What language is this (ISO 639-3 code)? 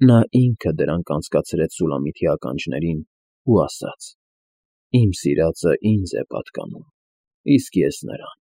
hye